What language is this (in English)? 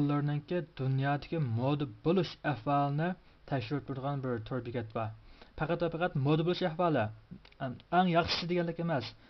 Uyghur